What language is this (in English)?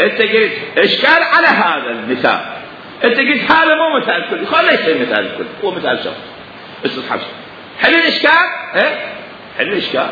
Mesopotamian Arabic